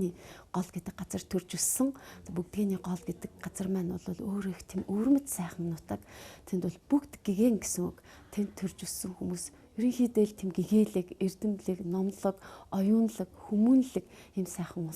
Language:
Mongolian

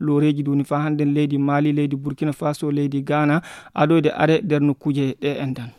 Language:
Fula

